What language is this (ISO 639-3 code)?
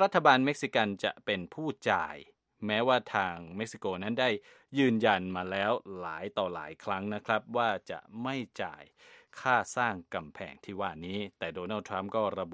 tha